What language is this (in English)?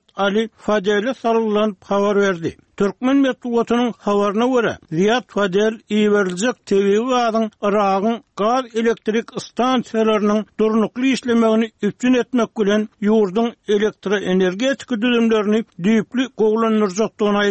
Turkmen